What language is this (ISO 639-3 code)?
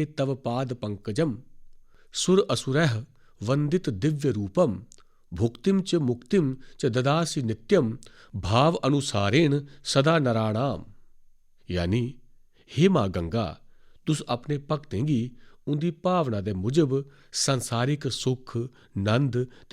doi